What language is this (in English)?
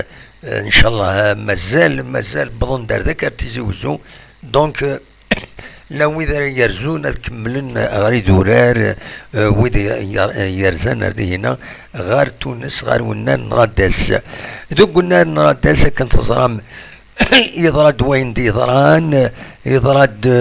Kabyle